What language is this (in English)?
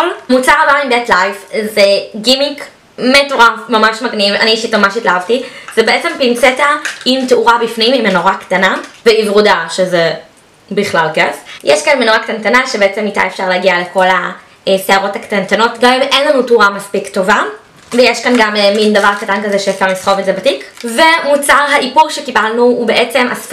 Hebrew